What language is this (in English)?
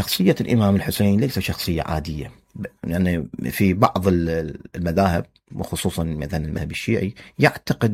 Mesopotamian Arabic